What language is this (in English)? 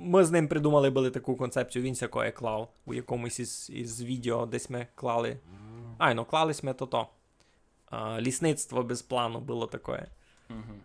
Rusyn